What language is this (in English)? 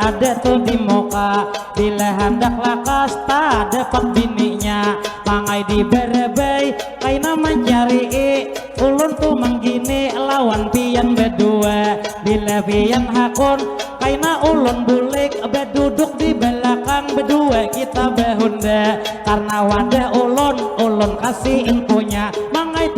Banjar